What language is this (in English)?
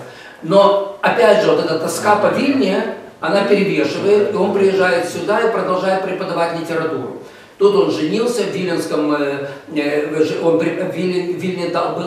Russian